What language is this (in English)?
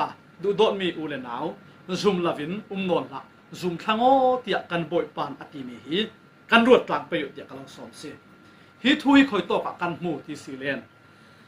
Falam Chin